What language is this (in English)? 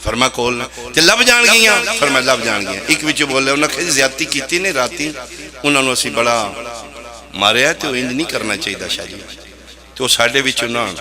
Pahari-Potwari